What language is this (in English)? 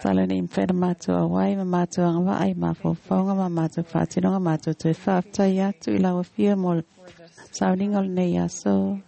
Samoan